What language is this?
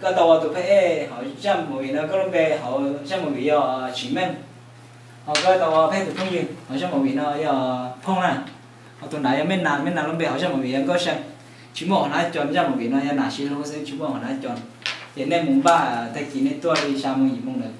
Hmong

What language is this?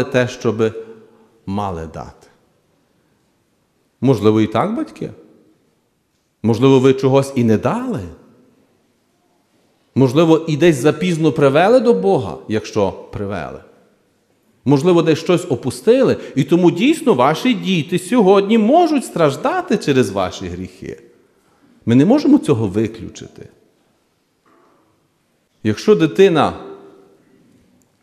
Ukrainian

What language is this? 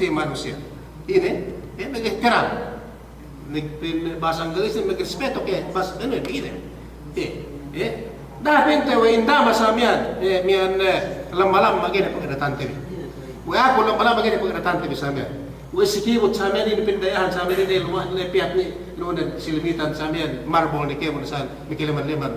Yakan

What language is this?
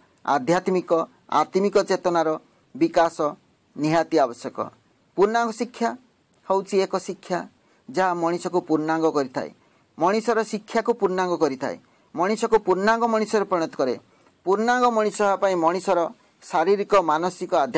Odia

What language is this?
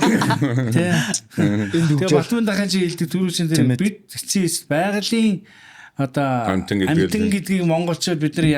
Mongolian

